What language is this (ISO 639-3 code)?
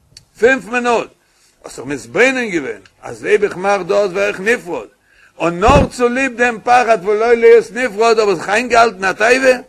yid